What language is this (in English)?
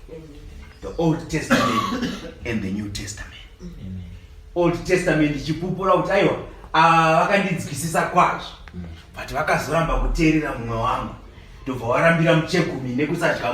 Shona